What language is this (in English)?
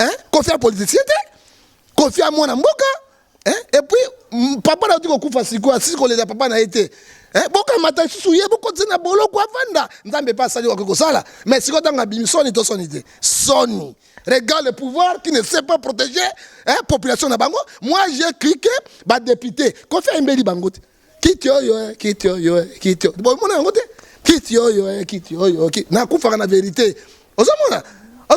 Lingala